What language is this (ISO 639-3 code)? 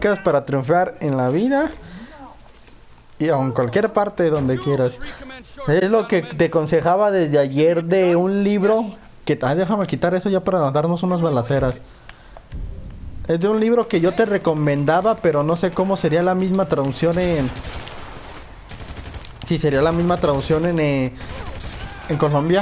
spa